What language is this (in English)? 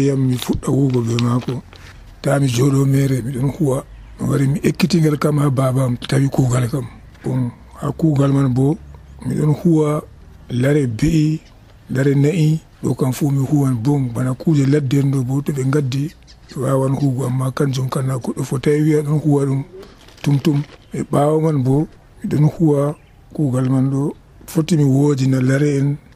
Nigerian Fulfulde